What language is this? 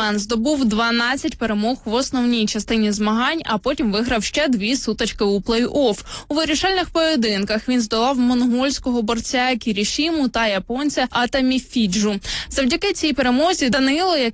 Ukrainian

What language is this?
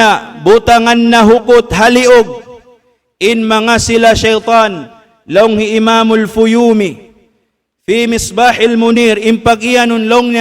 Tausug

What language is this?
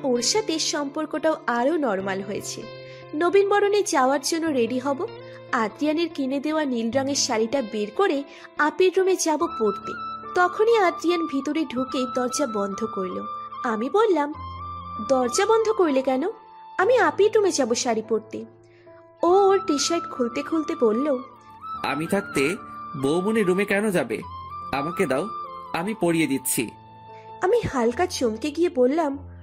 Bangla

